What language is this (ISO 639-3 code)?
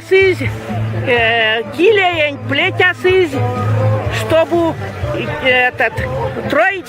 myv